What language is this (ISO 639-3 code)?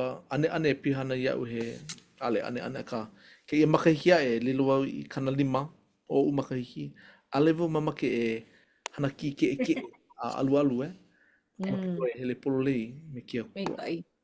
haw